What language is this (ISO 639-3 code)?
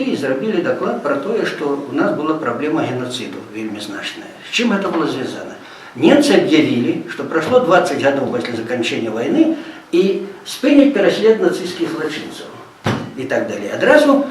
bel